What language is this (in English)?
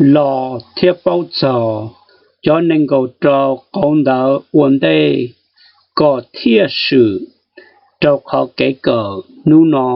Hmong